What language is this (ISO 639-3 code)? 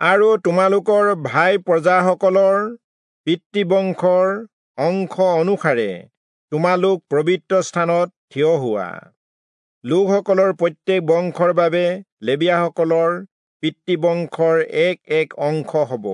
asm